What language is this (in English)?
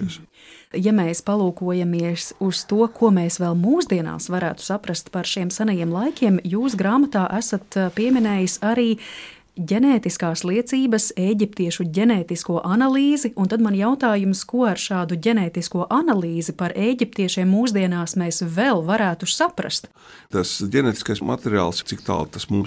Latvian